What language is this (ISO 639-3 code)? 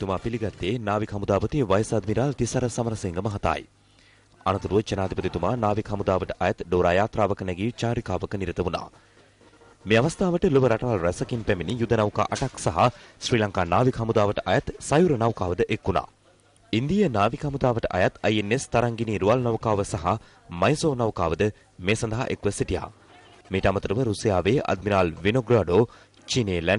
sin